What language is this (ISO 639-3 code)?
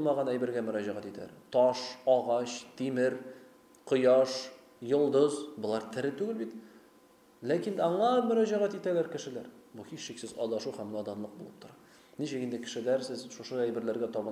tat